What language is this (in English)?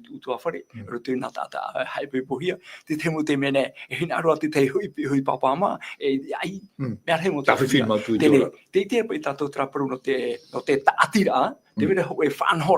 Tahitian